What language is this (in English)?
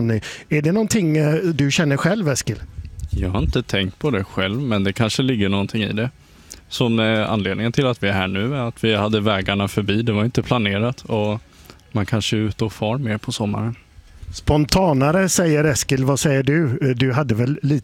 Swedish